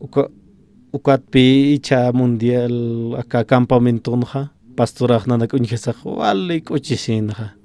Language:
Aymara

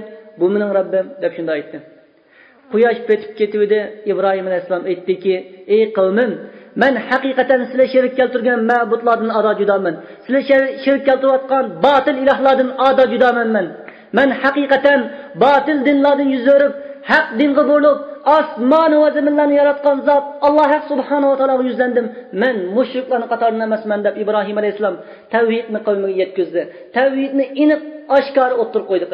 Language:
Uyghur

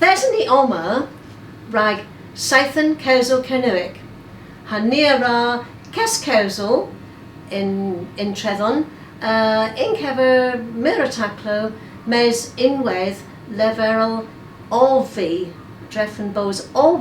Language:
Cornish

